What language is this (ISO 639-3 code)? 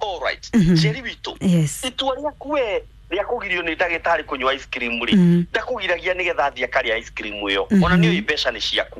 kik